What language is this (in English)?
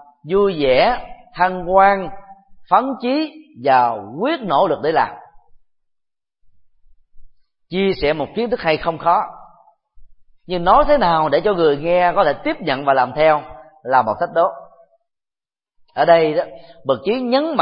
Vietnamese